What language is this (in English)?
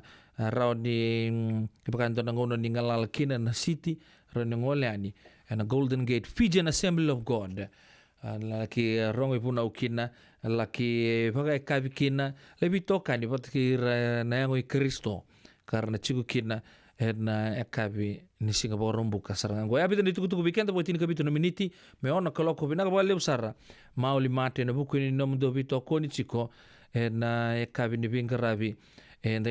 Fijian